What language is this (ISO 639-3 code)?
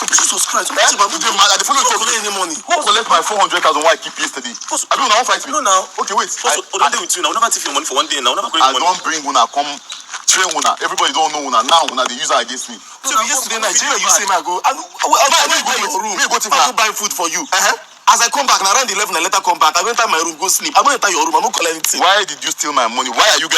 pcm